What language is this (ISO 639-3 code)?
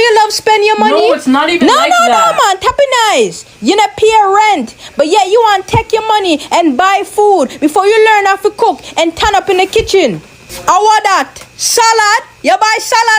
jam